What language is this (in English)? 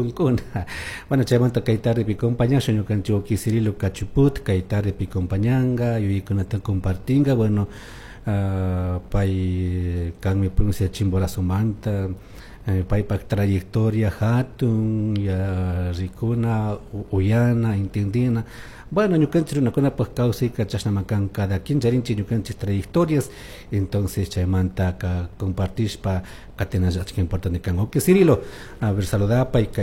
Chimborazo Highland Quichua